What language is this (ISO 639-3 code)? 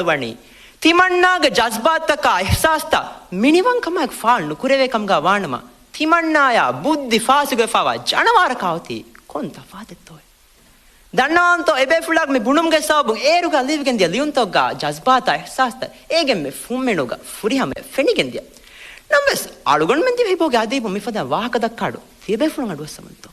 div